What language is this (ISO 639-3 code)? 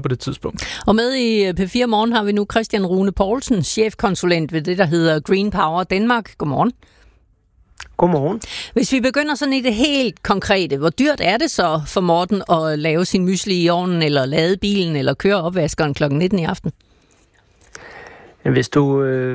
dan